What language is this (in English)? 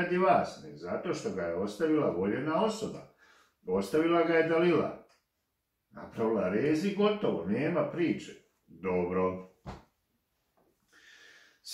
Croatian